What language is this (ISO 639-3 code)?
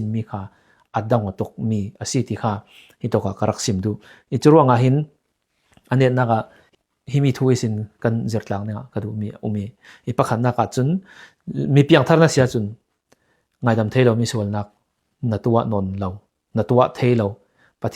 cfm